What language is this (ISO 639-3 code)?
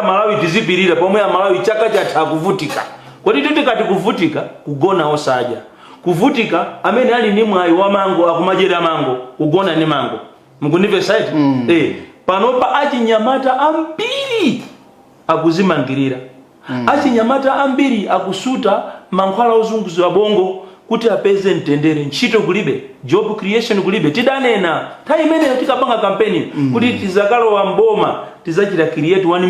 nya